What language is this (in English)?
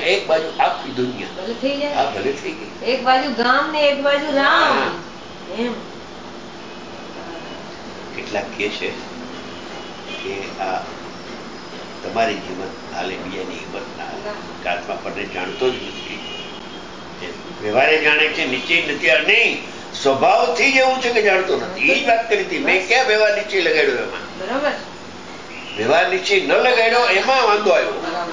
Gujarati